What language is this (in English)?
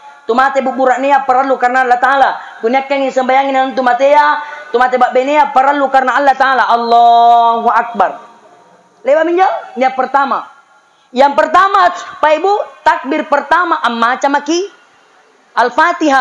Makasar